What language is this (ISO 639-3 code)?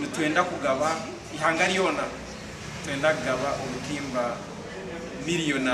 nyn